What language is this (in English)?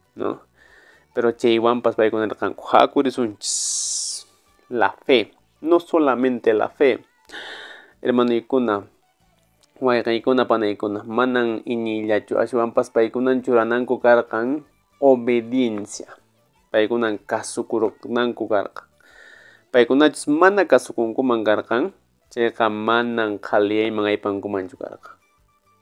Quechua